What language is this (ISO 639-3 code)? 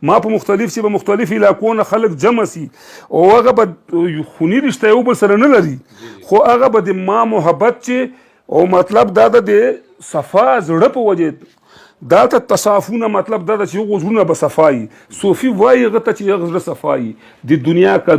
pus